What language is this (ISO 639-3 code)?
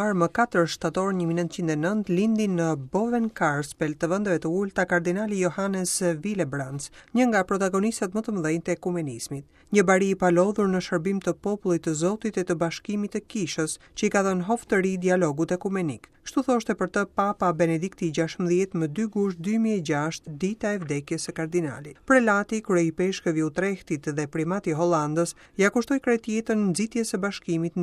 sqi